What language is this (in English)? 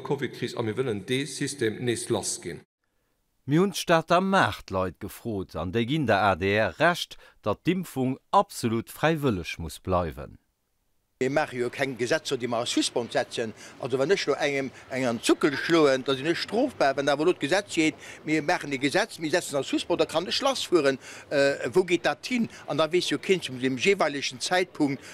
Luxembourgish